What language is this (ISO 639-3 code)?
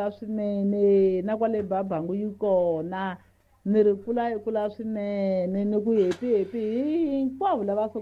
tso